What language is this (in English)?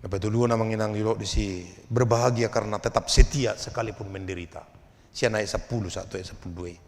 Batak Toba